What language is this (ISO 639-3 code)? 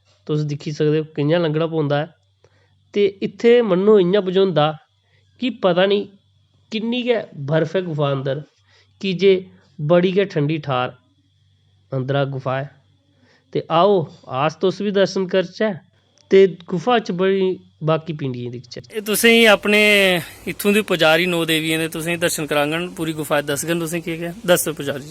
doi